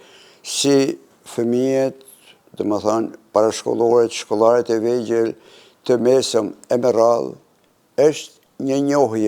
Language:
Albanian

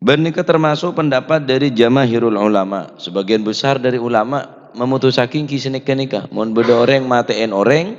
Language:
Madurese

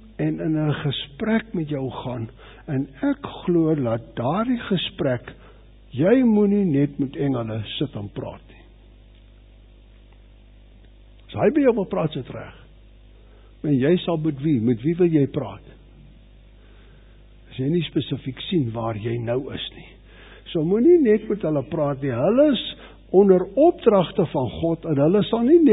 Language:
Afrikaans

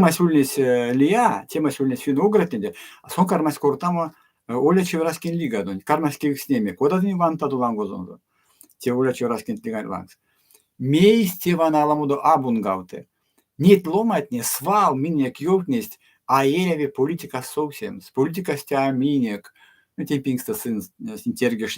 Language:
Erzya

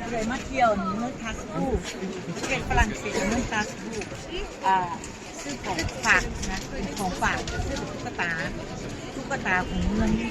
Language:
Northeastern Thai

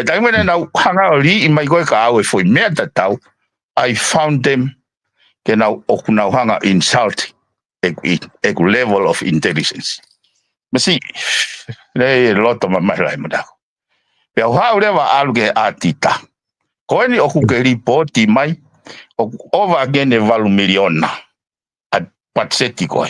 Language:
Tongan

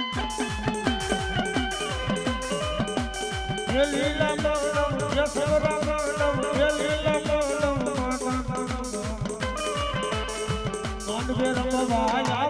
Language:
Gujarati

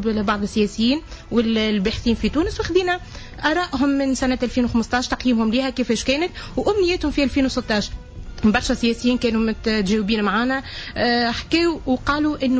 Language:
Tunisian Arabic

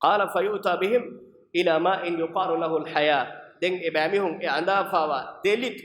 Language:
Divehi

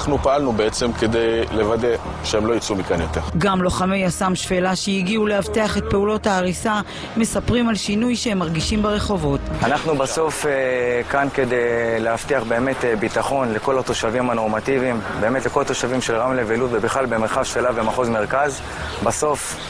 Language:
Hebrew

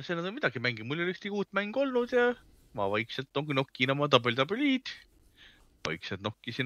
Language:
Estonian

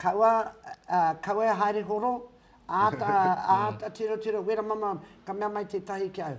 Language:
Māori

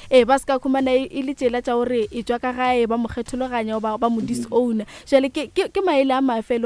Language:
Northern Sotho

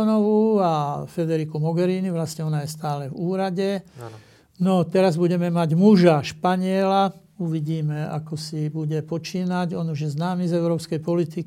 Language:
Slovak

